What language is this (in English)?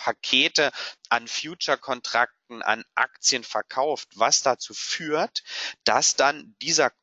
German